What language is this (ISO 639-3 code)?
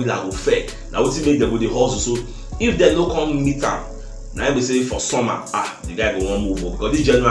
pcm